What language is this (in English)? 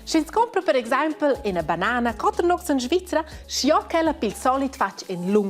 Romansh